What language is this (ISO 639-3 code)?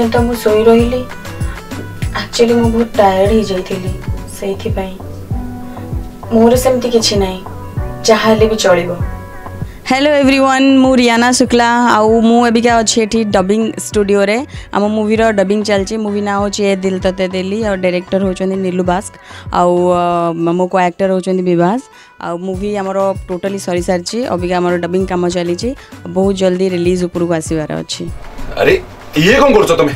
ori